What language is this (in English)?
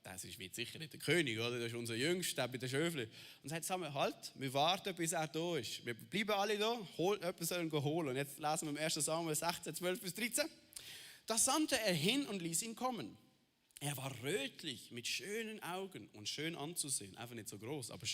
Swiss German